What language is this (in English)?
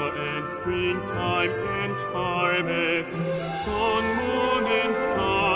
South Bolivian Quechua